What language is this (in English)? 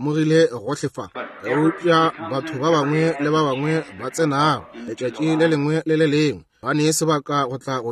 Northern Sotho